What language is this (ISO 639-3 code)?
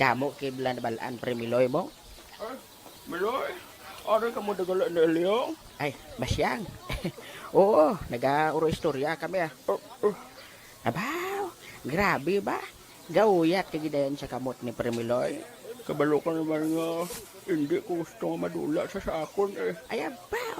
hil